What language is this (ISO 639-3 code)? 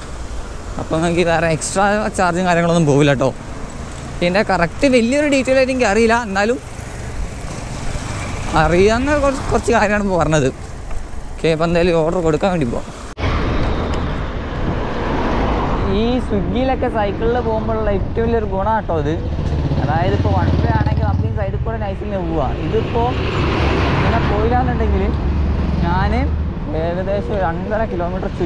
mal